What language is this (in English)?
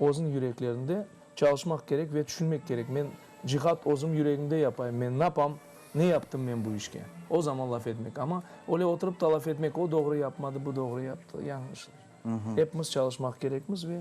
Crimean Tatar